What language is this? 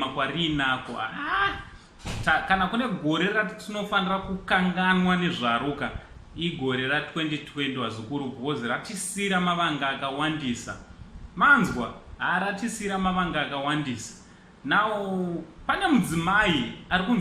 Shona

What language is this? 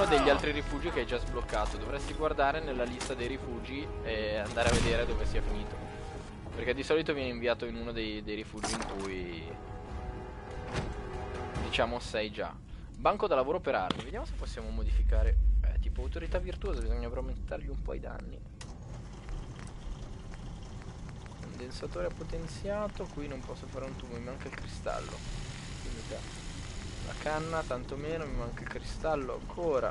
Italian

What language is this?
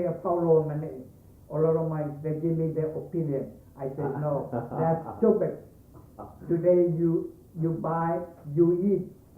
Hawaiian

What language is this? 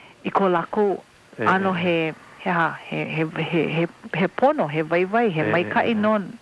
Hawaiian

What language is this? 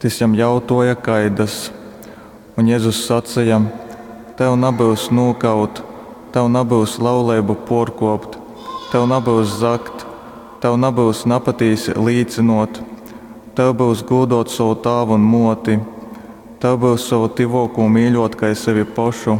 Latgalian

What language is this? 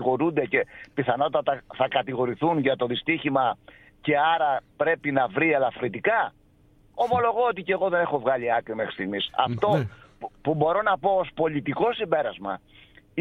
Greek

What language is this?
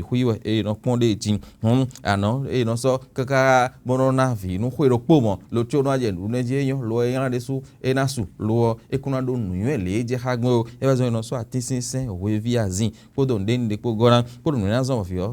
Fon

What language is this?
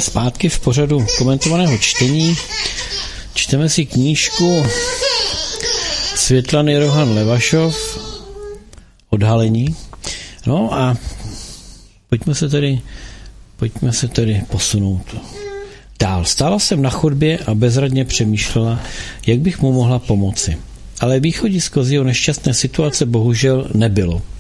Czech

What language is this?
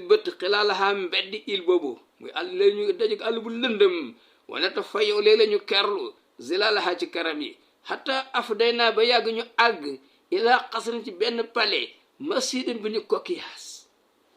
Wolof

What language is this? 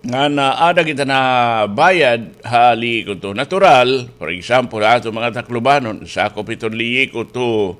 Waray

